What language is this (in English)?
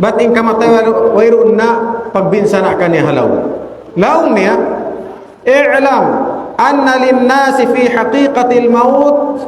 Tausug